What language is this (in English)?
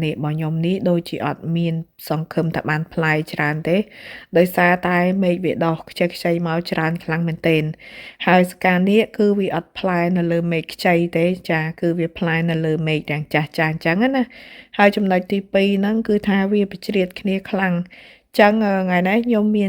Khmer